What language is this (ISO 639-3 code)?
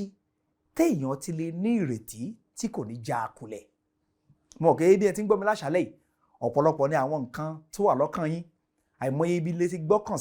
yor